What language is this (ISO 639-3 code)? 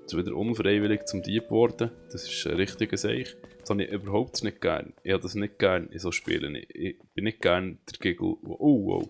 gsw